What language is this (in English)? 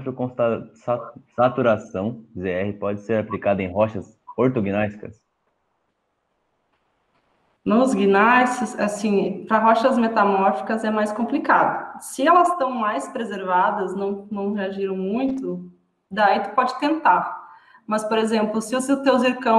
Portuguese